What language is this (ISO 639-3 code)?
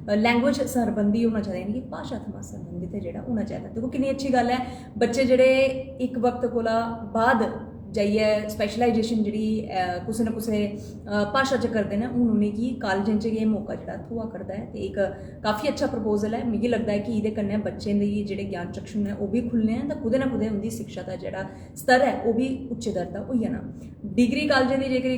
doi